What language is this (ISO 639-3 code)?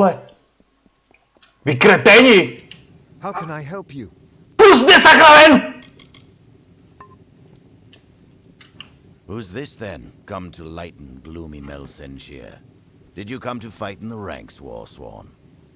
ces